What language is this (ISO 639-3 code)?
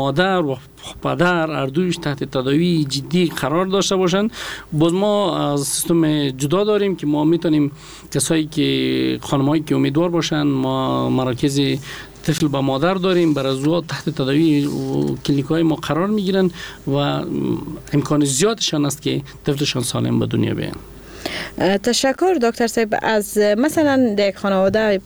fas